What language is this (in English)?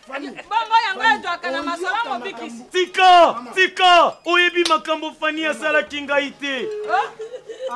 Lingala